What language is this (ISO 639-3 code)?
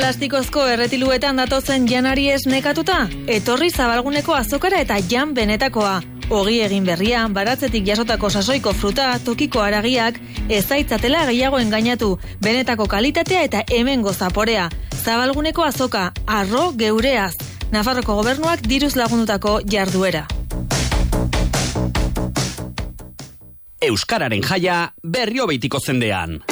eus